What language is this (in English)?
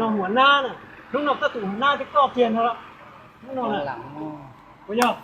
Hmong